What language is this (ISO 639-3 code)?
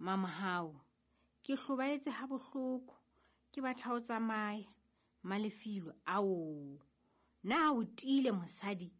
sot